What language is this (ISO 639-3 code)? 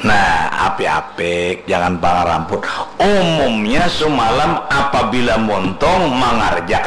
bjn